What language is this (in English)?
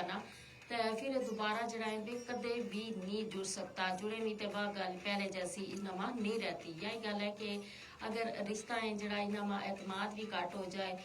Gujari